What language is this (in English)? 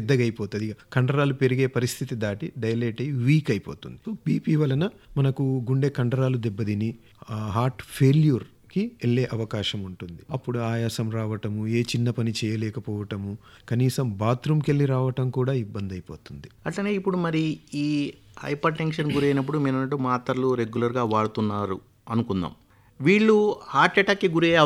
Telugu